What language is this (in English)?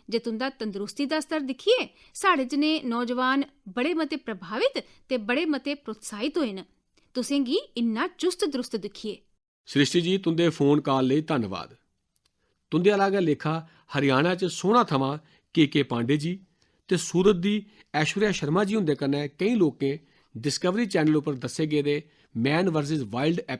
Dogri